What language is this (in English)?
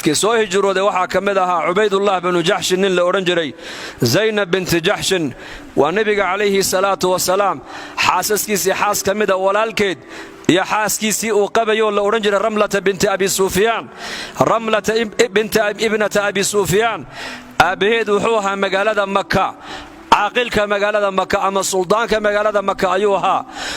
Somali